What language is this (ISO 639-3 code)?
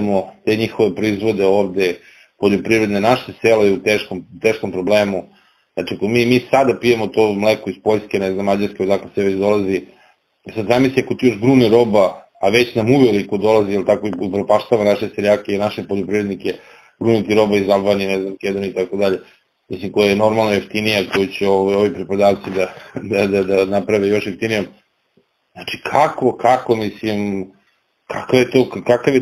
srp